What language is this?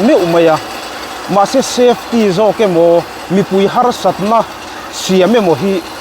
Mizo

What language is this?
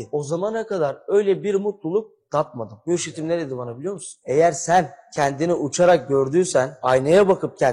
Turkish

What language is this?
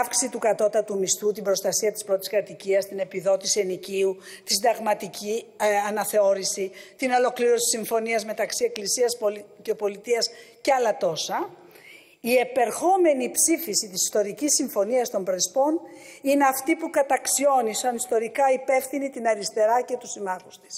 Greek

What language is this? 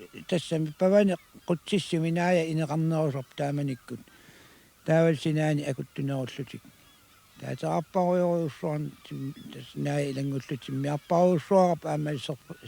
Kalaallisut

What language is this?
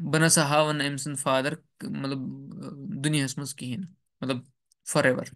Kashmiri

